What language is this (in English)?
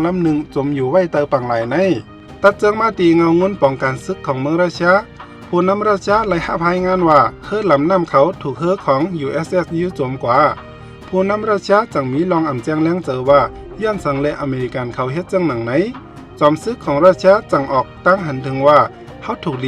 Shan